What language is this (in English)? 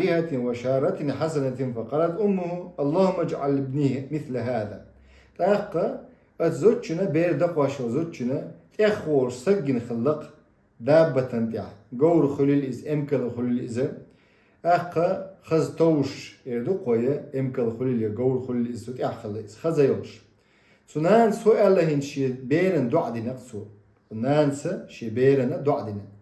Chechen